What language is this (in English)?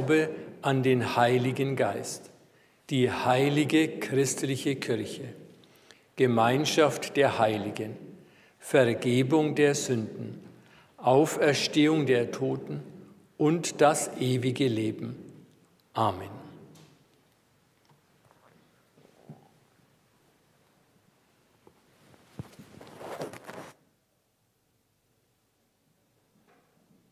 German